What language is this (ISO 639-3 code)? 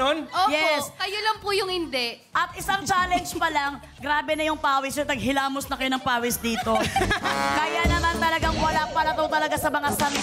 fil